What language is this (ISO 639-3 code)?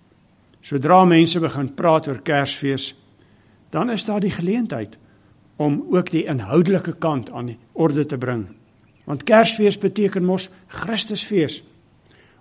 afr